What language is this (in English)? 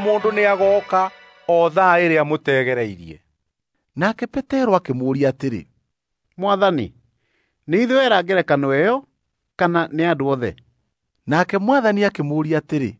Kikuyu